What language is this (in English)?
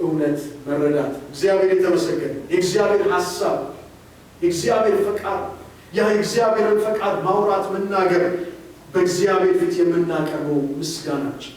Amharic